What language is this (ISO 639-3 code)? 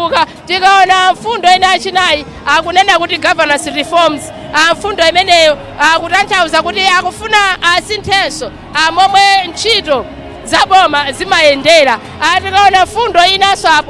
nya